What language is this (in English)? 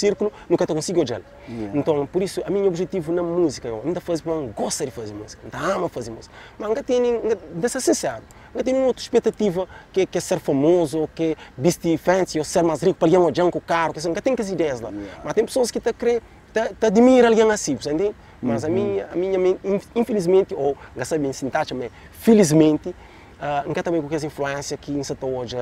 Kabuverdianu